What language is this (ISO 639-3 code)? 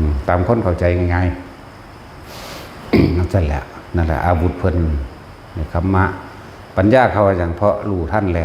tts